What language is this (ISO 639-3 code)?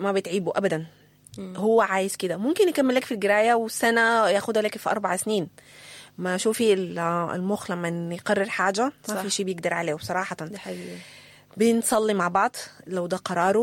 apd